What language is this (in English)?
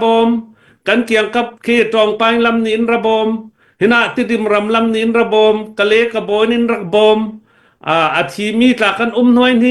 Hakha Chin